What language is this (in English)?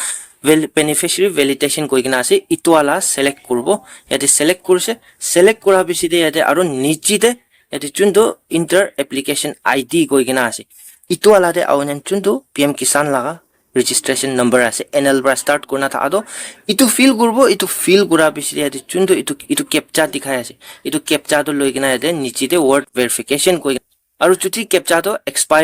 Naga Pidgin